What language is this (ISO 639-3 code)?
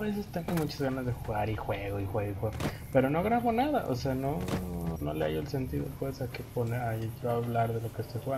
spa